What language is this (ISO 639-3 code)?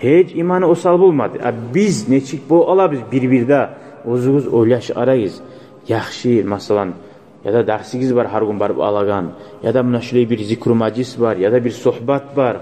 kum